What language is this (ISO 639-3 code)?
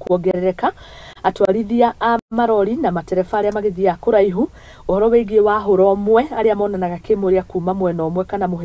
kik